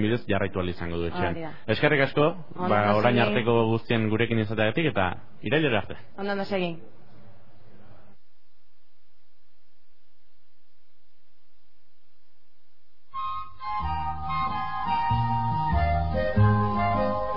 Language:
Basque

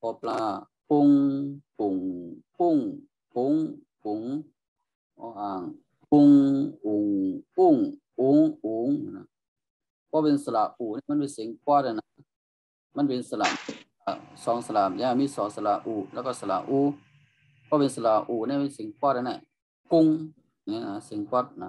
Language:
Shan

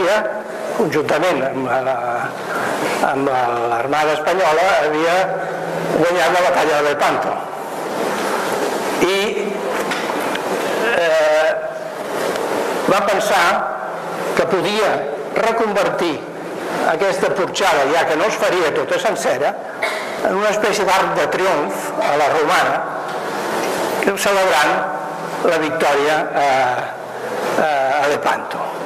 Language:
Catalan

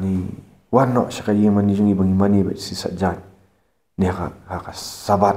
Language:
Khasi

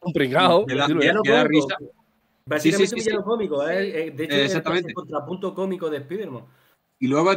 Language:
Spanish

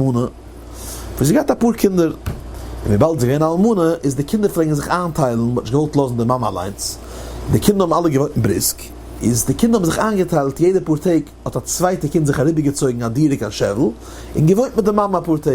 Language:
Yiddish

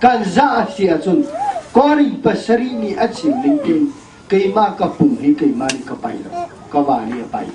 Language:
Hakha Chin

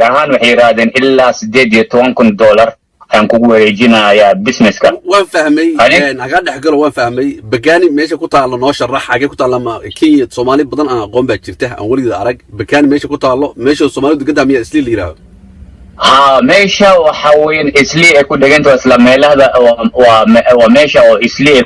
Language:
Somali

